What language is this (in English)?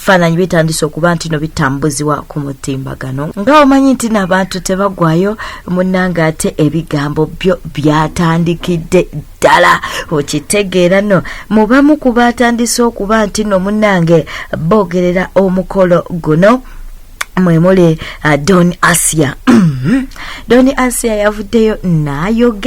Ganda